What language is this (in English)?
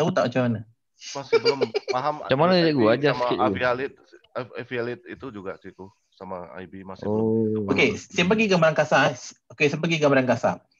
Malay